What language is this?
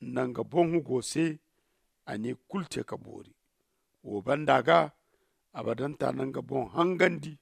Zarma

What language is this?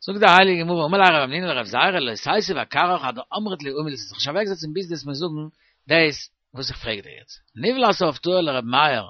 Yiddish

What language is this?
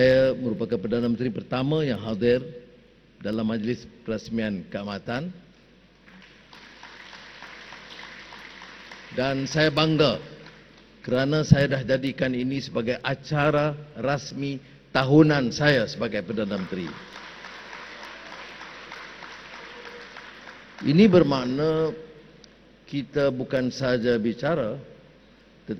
Malay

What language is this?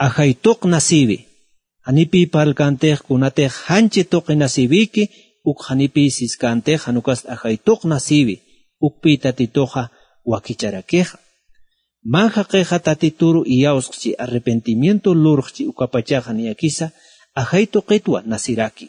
Aymara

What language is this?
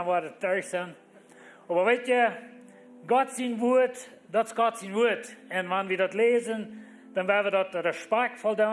Plautdietsch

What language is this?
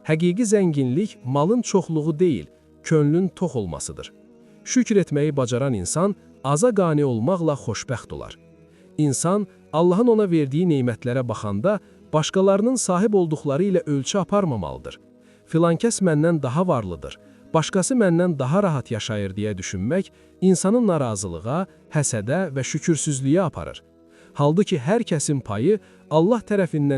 Azerbaijani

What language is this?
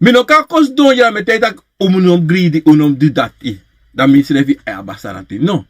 Sranan Tongo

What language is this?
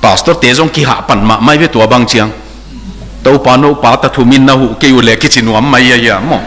Tedim Chin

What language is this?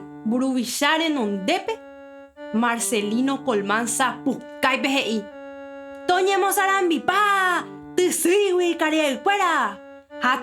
Guarani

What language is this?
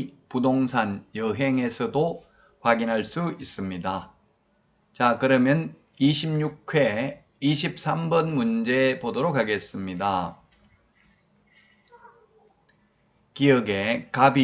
Korean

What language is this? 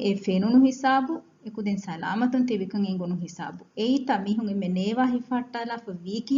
Divehi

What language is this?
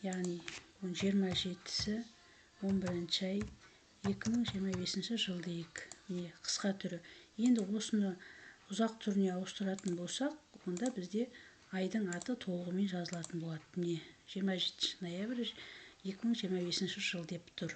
Kazakh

